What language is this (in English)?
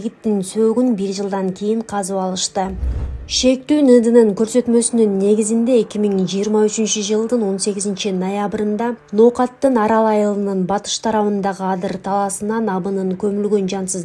Kyrgyz